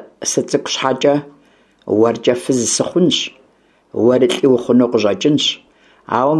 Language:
Kabardian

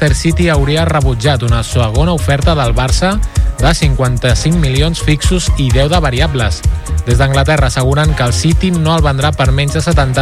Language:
Catalan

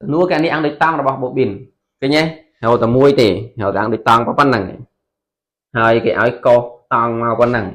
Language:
Khmer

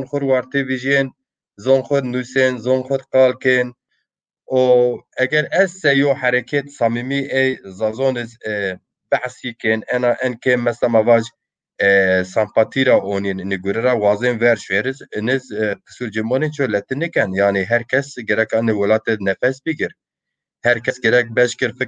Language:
Zaza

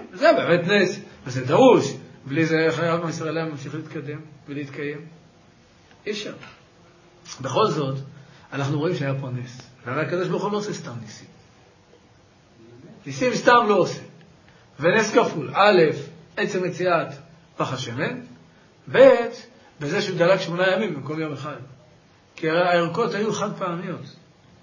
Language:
Hebrew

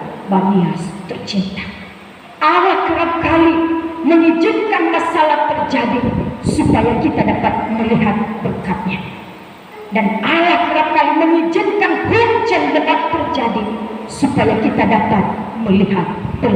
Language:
Nias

